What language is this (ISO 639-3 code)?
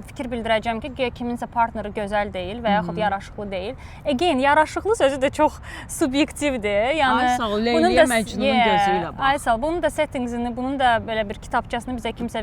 aze